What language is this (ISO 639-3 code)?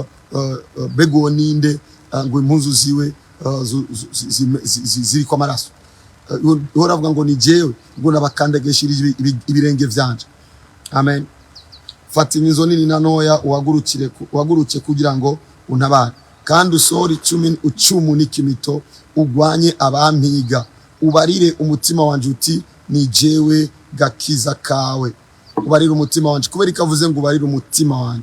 run